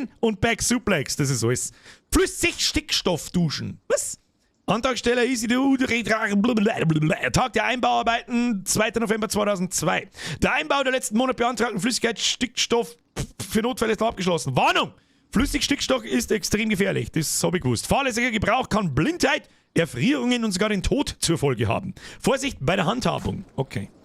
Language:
Bavarian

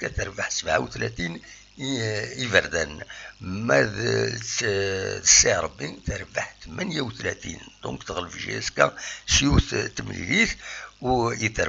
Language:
Kabyle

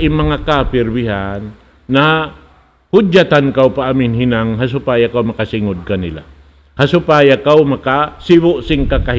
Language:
Tausug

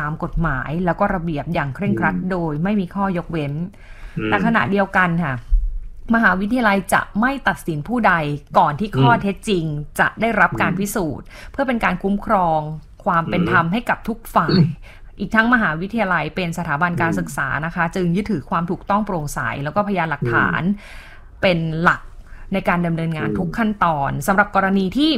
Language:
Thai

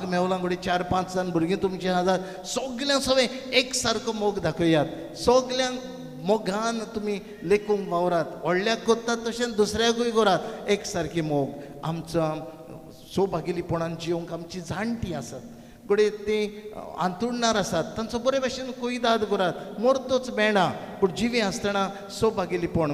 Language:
Konkani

